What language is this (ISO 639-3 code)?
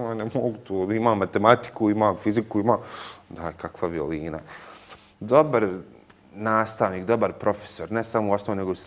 bos